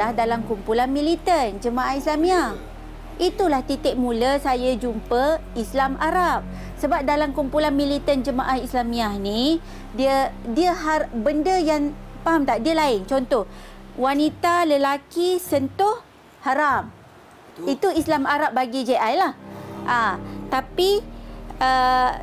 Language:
Malay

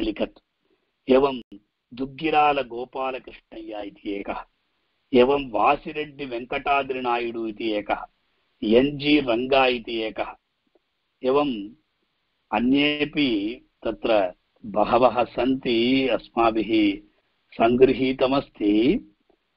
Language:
Sanskrit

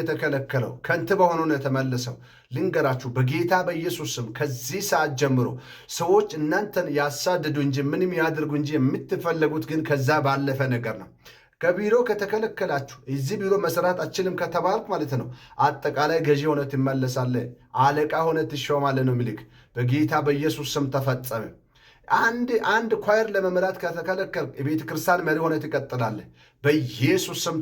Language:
Amharic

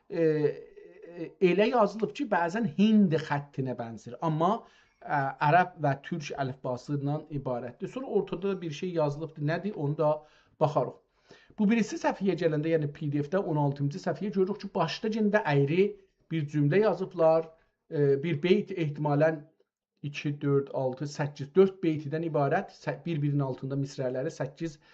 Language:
South Azerbaijani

